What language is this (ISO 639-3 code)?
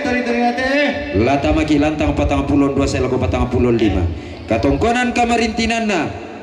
sda